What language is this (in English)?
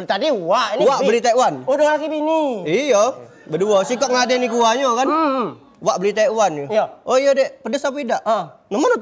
Musi